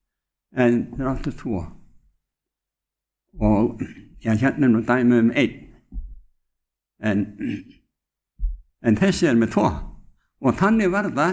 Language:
Icelandic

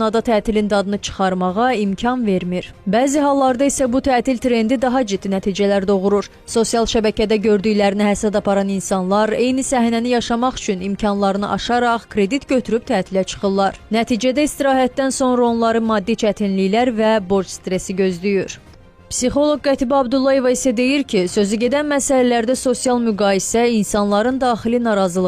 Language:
Azerbaijani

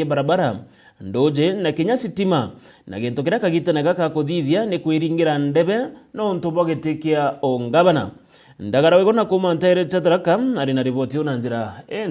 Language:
Meru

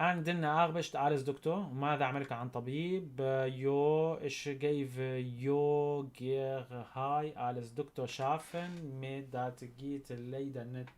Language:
North Levantine Arabic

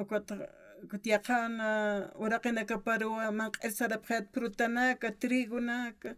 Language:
Aymara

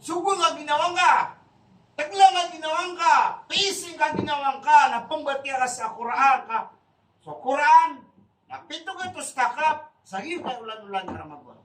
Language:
Maranao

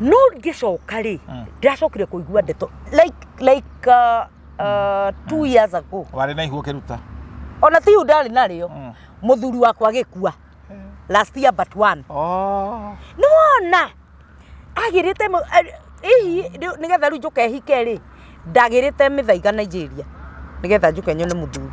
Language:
Kikuyu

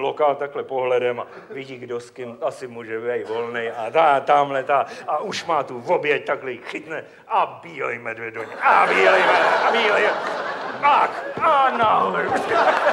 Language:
Czech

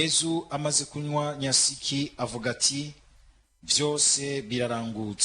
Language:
Rundi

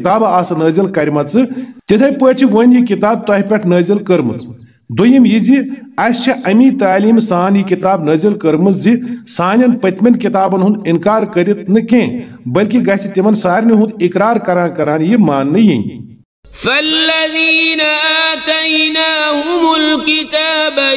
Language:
Kashmiri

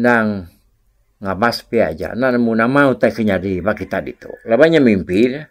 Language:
Iban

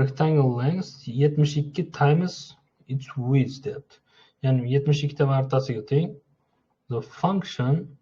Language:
Uzbek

